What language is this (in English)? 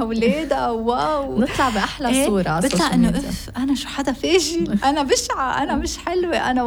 North Levantine Arabic